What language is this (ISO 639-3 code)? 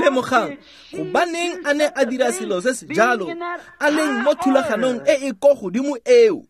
tsn